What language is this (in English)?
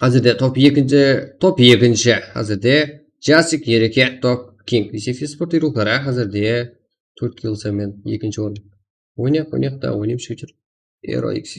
Kara-Kalpak